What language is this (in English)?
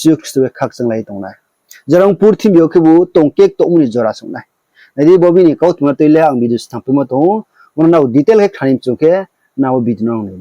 Riang (India)